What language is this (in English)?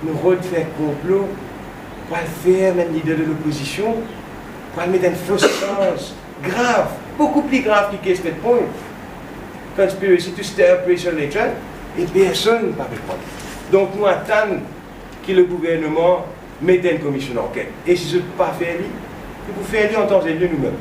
Morisyen